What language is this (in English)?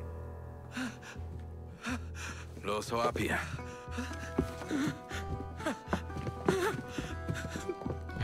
German